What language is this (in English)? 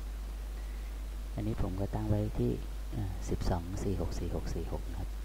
Thai